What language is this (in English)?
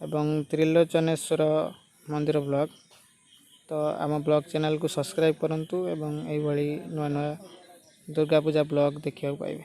Odia